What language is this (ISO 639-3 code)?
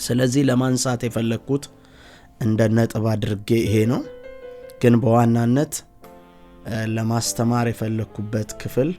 amh